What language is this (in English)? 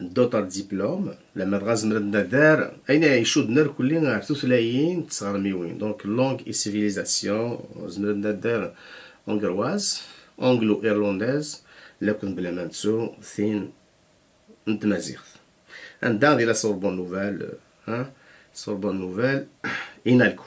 Kabyle